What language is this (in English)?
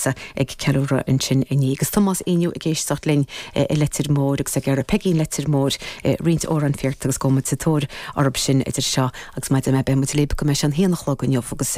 Irish